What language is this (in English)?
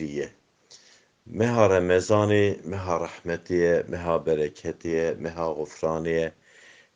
Kurdish